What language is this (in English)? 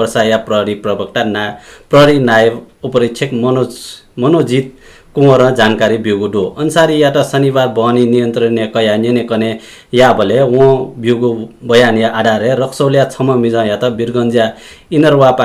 Newari